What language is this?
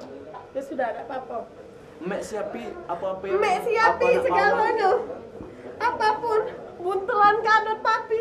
Musi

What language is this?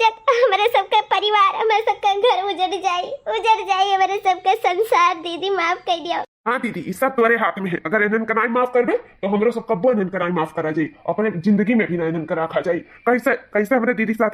Awadhi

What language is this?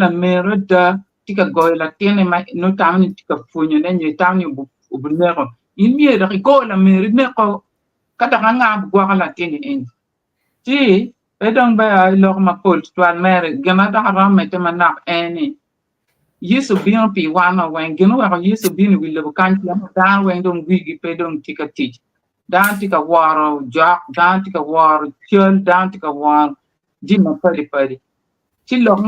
Acoli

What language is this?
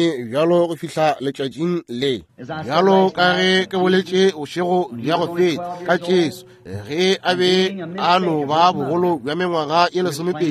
Northern Sotho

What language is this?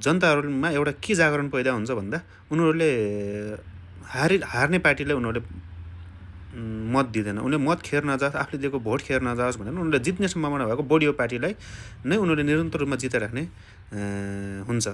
Nepali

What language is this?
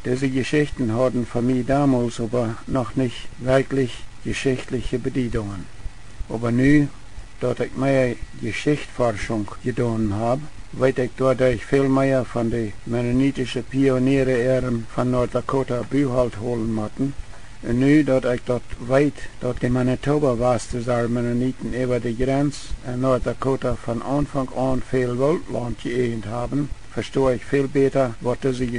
Plautdietsch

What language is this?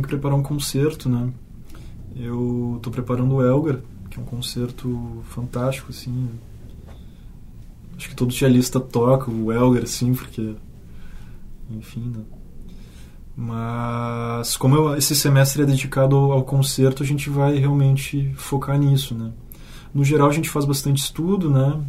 Portuguese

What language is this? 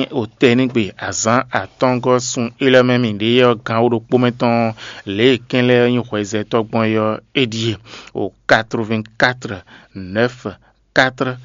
Fon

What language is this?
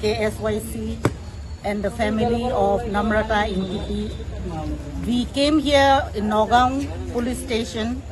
Karbi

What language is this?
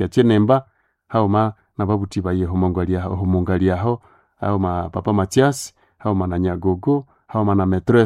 Nande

